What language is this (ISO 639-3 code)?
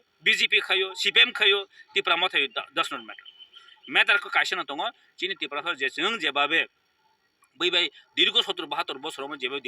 trp